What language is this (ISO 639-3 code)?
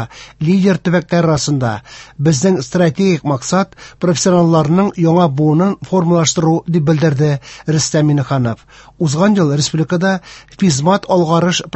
tat